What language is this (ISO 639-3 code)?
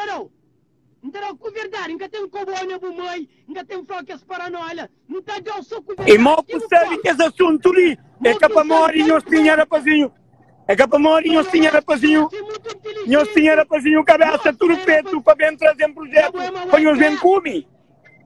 kea